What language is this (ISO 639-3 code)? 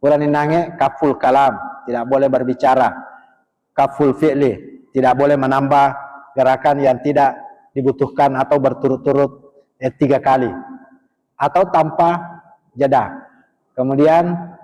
bug